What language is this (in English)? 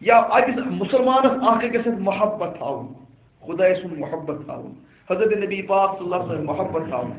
Kashmiri